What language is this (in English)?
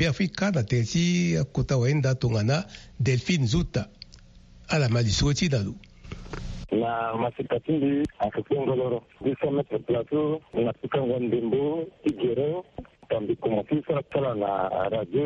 Sango